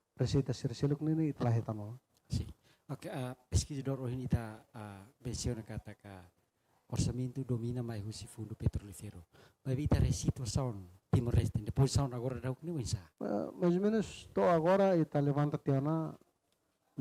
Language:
Tetum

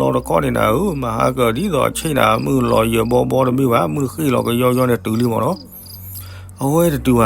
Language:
S'gaw Karen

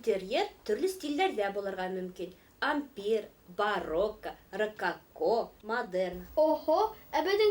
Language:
Bashkir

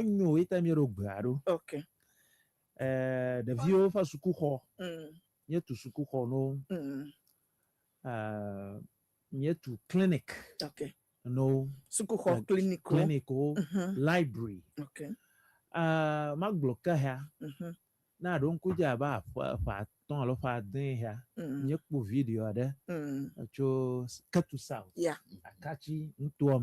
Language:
Ewe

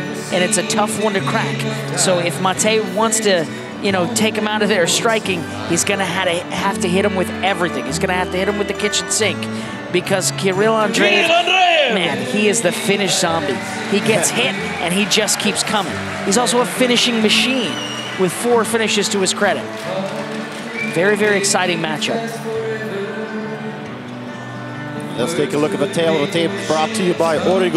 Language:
English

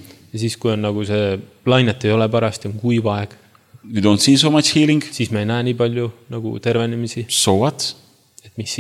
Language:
Estonian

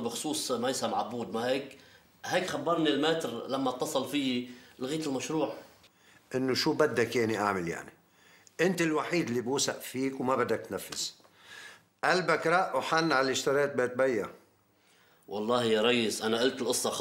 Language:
North Levantine Arabic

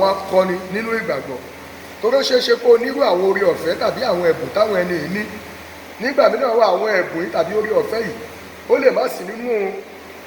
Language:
Yoruba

